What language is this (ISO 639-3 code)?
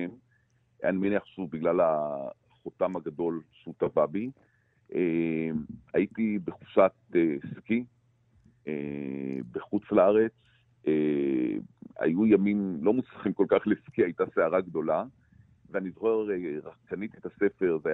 heb